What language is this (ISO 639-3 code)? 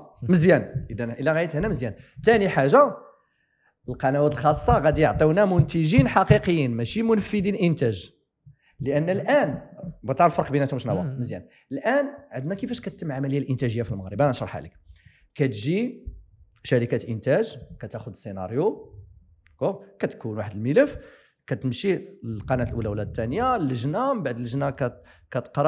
ary